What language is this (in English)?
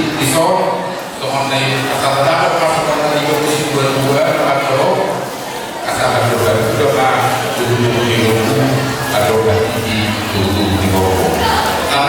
Batak Toba